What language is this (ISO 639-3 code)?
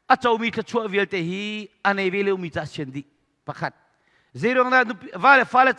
cnh